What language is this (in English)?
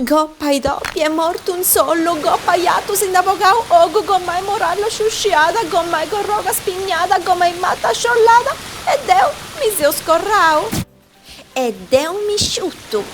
Sardinian